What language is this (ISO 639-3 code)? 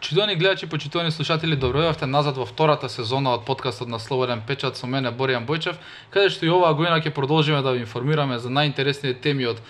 mkd